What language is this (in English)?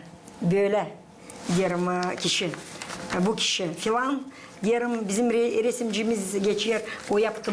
Gagauz